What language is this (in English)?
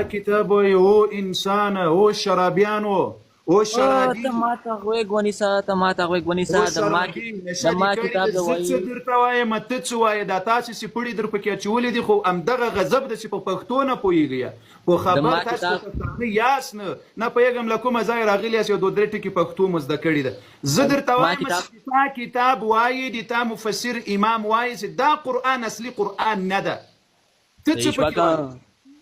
Pashto